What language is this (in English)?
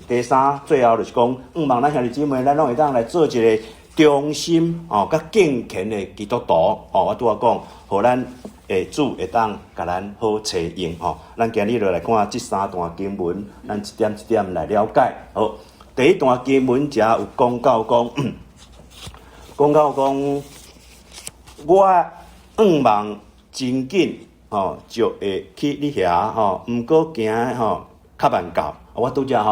Min Nan Chinese